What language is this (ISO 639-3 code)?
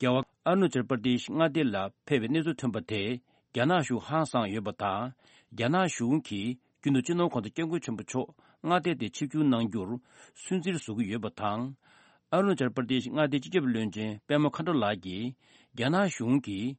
bod